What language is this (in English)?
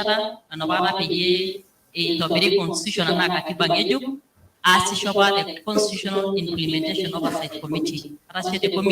Masai